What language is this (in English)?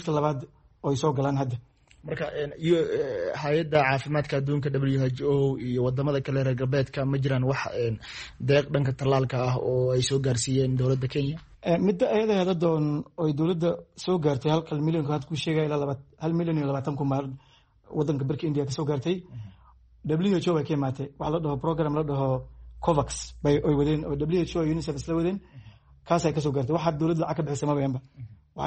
Somali